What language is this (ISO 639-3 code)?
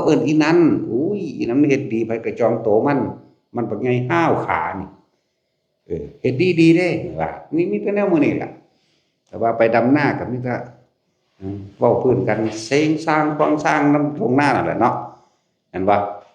tts